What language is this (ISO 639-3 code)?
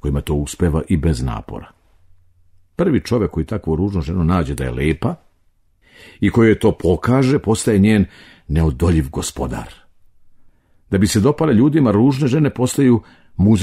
srp